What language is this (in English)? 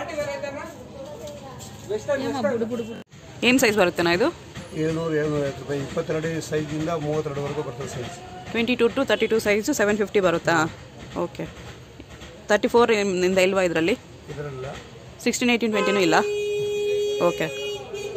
Kannada